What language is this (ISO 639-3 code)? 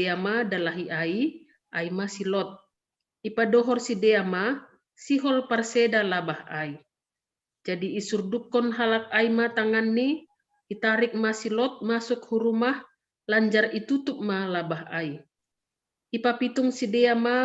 bts